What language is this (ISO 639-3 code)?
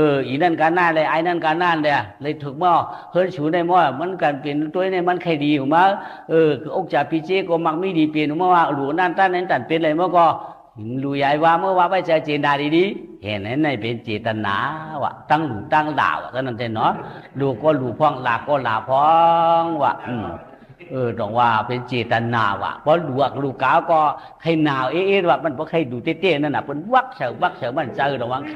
shn